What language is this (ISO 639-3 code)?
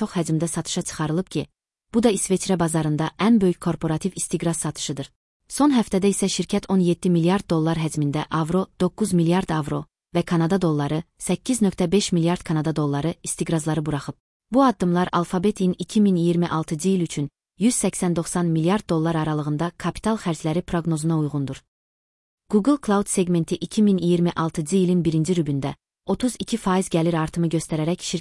aze